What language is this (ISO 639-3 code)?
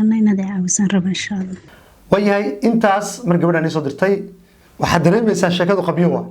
som